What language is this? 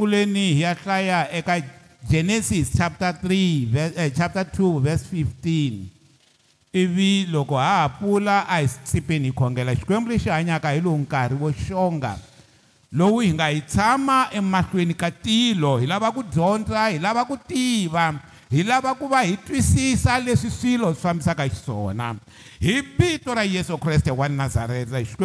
Tsonga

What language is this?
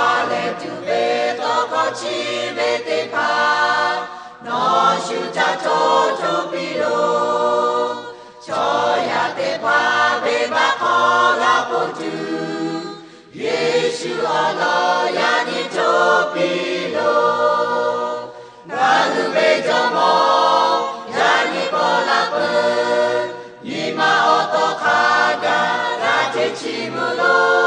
Lahu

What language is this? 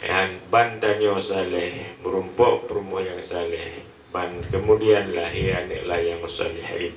Achinese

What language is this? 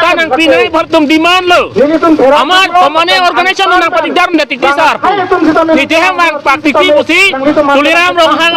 Karbi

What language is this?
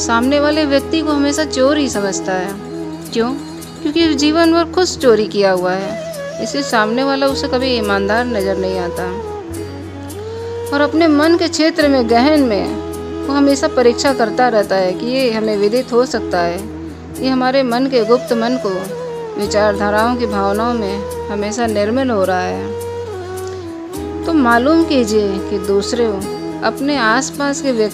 Hindi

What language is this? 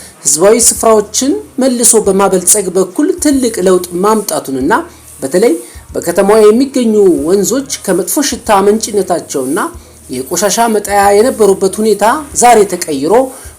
Amharic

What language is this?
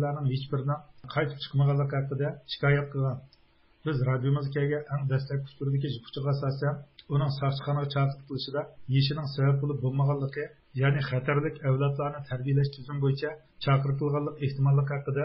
Uyghur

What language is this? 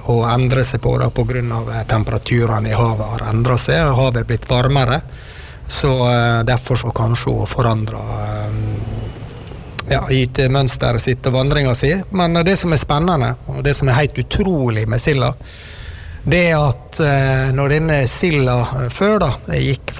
Norwegian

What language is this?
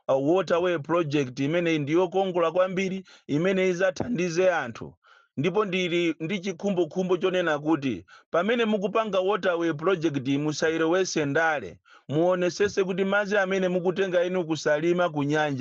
Nyanja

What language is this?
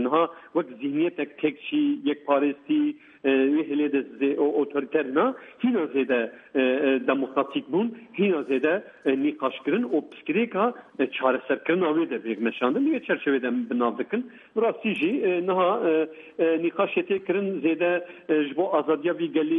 Kurdish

